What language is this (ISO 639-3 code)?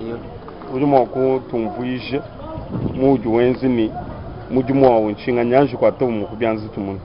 lua